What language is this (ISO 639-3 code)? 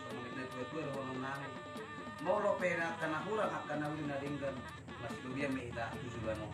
bbc